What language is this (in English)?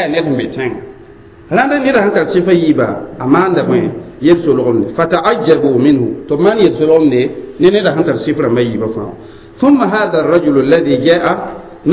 Mossi